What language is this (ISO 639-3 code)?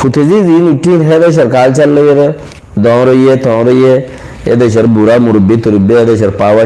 rhg